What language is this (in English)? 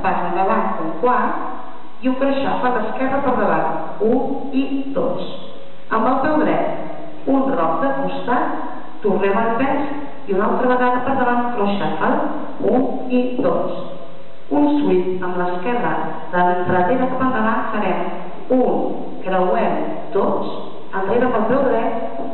Catalan